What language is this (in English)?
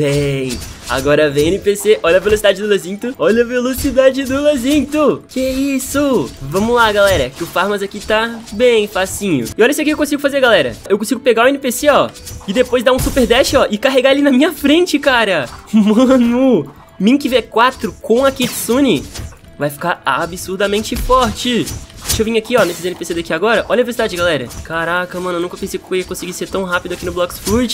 Portuguese